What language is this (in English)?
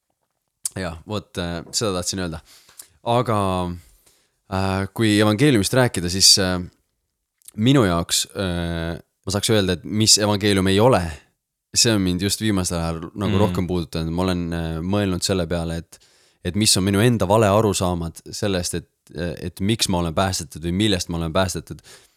Estonian